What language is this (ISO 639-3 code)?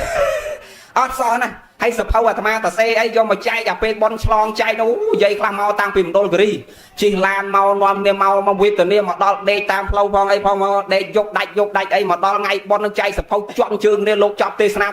khm